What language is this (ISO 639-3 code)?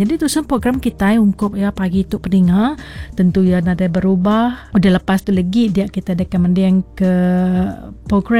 iba